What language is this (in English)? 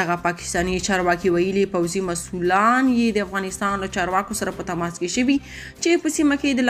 Pashto